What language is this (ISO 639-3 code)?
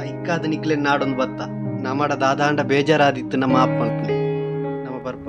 tcy